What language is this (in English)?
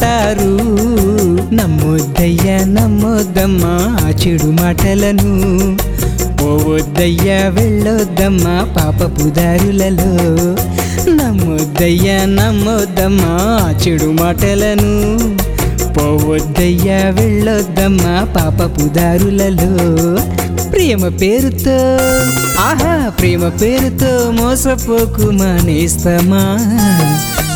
Telugu